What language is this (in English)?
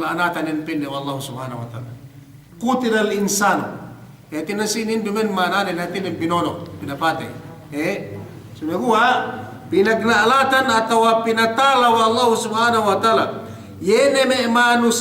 Yakan